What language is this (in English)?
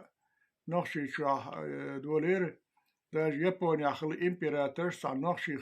Chechen